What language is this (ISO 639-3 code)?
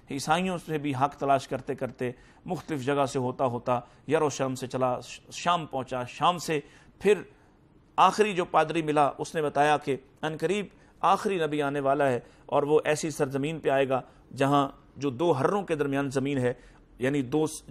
urd